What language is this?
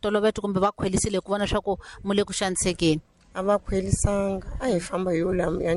Tsonga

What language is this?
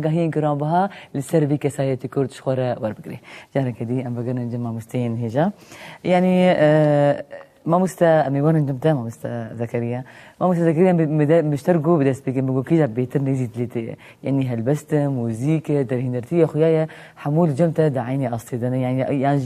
Kurdish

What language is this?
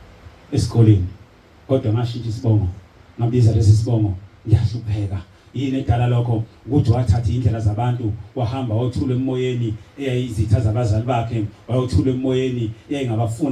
Zulu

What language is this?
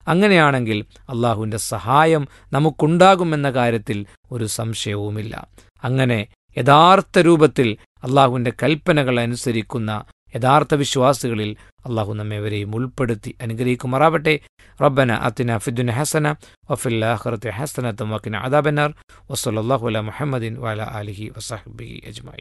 Malayalam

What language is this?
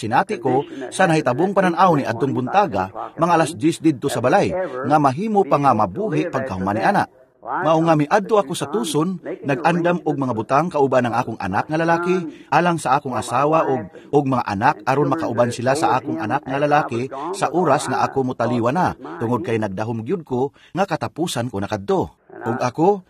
Cebuano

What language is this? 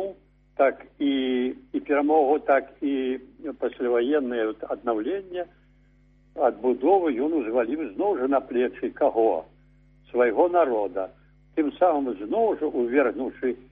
Belarusian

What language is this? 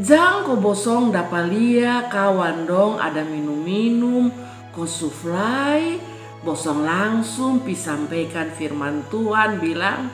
Kupang Malay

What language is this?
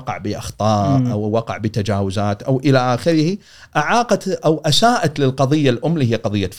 Gulf Arabic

